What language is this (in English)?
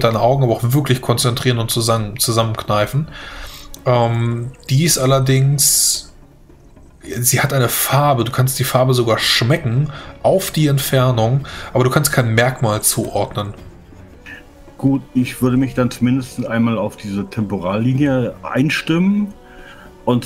German